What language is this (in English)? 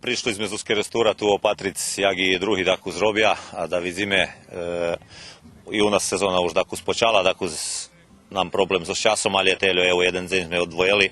Rusyn